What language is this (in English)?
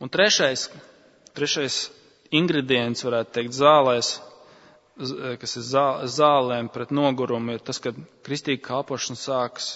Latvian